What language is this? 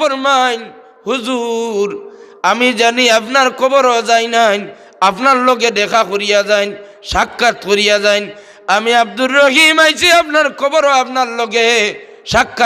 Sylheti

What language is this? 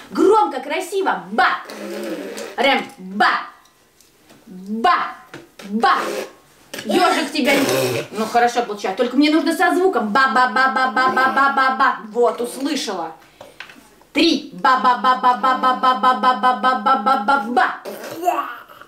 Russian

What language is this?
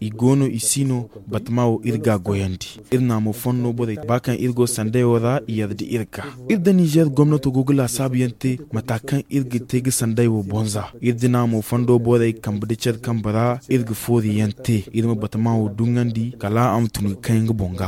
Zarma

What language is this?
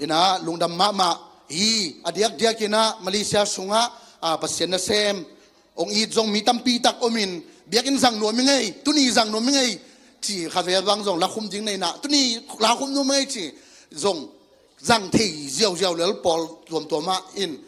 Tedim Chin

